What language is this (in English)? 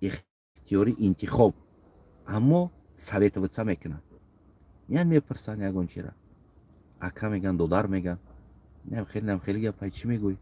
Tajik